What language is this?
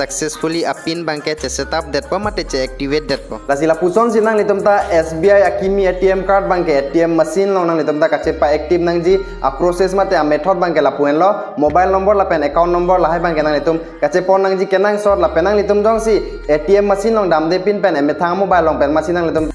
Karbi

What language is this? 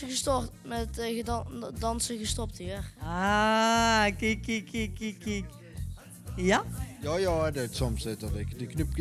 Limburgish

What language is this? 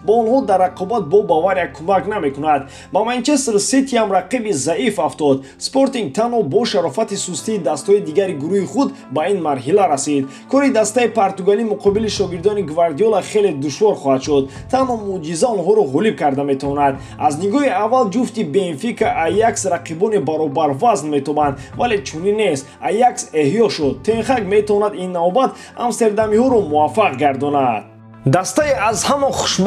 Tajik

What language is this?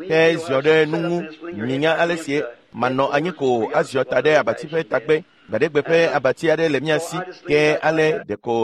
Ewe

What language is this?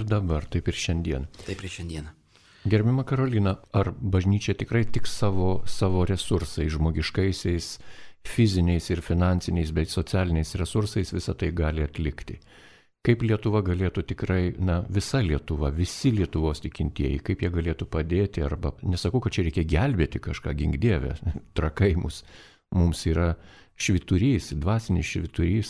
Lithuanian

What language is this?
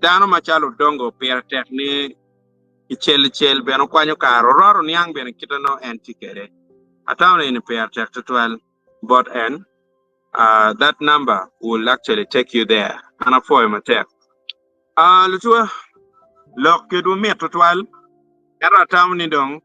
Acoli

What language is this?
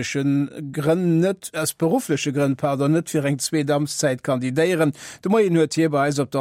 Luxembourgish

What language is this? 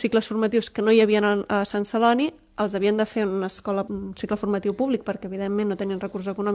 Catalan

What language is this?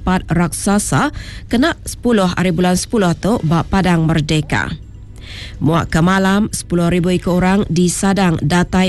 Malay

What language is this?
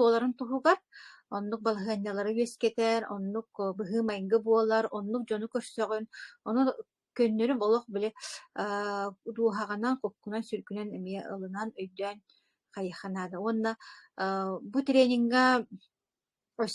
Yakut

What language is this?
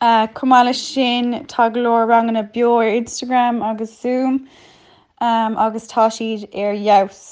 Irish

